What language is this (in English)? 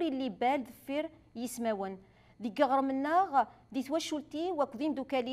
Kabyle